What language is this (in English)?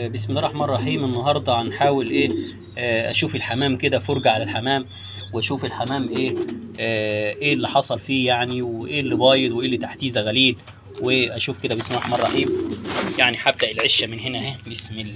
Egyptian Arabic